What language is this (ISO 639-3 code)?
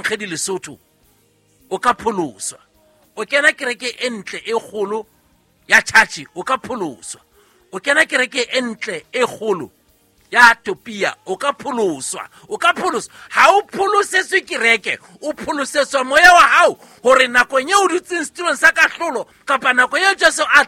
sot